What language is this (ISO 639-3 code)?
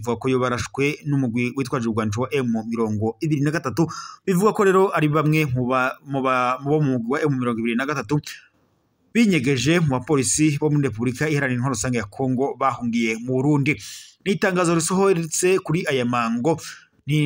run